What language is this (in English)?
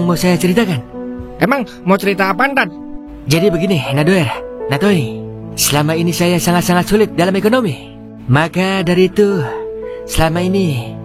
Betawi